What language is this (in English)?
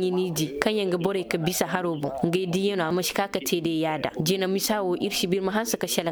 Koyraboro Senni